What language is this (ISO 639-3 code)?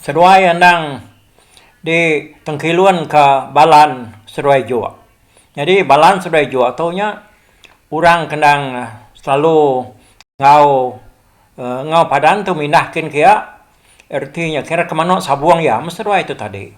iba